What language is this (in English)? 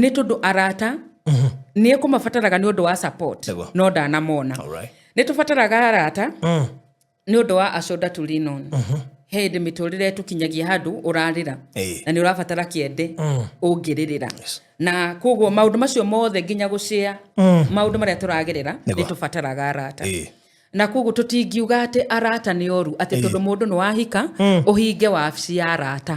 Kikuyu